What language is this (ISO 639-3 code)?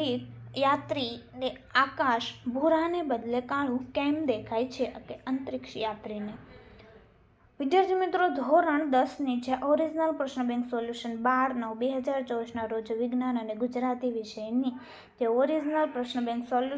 guj